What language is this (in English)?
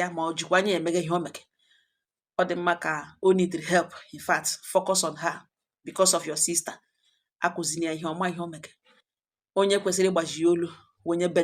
Igbo